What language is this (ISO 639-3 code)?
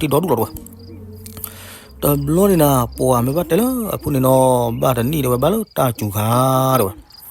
ksw